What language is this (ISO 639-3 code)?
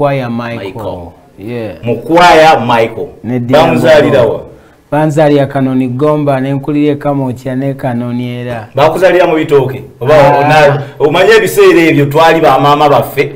lug